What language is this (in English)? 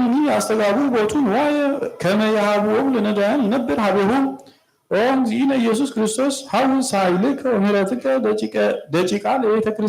Geez